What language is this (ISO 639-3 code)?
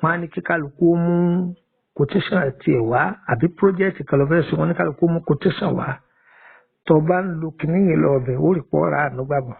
yor